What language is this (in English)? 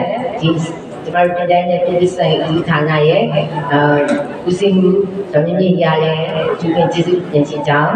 Burmese